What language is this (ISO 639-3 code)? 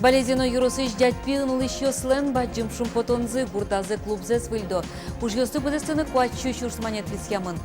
udm